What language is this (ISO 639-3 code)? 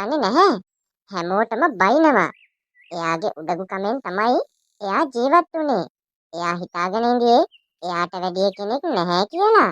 sin